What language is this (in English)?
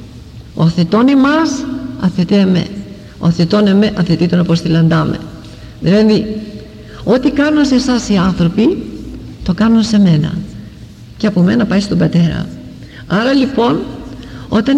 Greek